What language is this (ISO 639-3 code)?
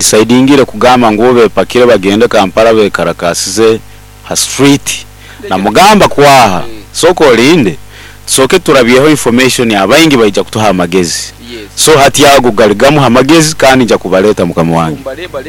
nyo